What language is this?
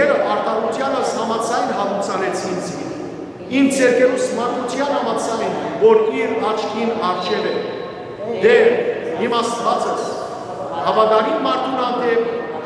Western Armenian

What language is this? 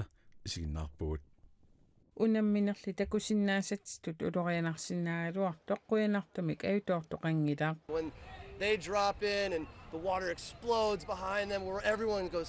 Kalaallisut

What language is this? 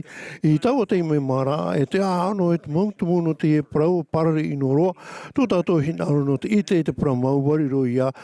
Tahitian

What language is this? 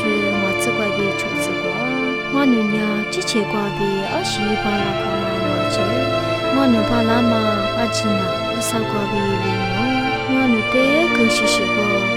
Lisu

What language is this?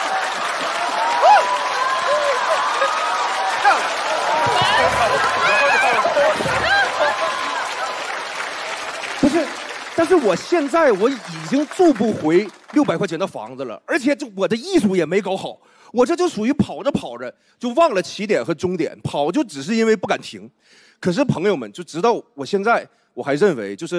Chinese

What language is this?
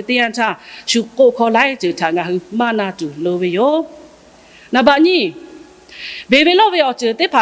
Lahu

